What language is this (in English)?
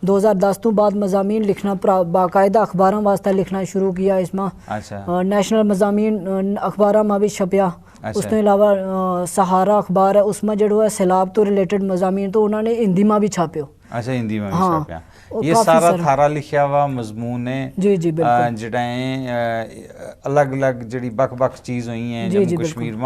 Gujari